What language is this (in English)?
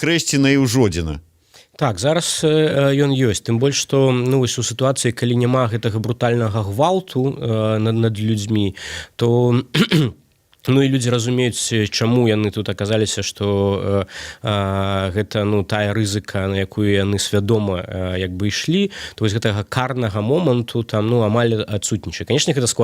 Belarusian